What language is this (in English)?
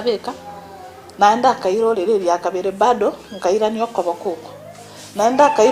Gusii